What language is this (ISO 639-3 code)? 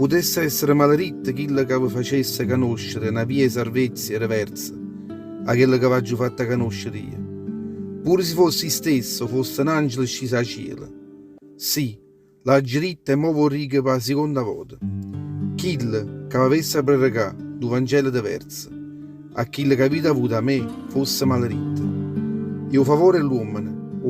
nap